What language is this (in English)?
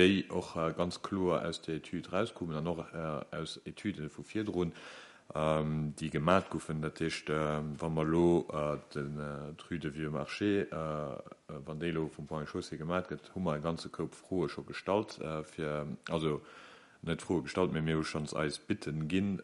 Luxembourgish